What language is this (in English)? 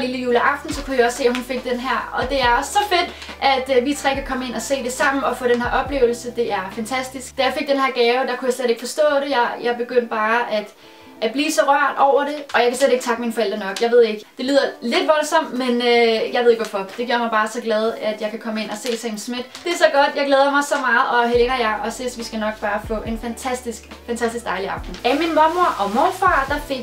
Danish